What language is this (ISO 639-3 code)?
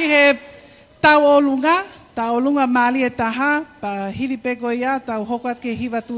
ton